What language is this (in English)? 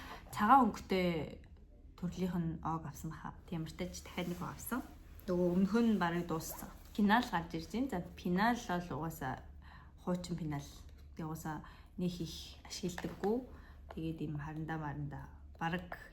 Mongolian